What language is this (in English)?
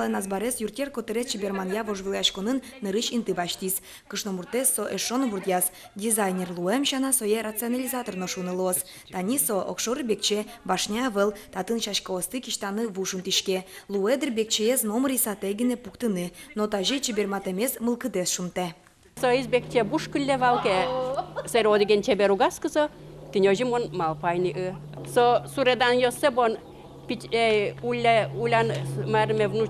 Udmurt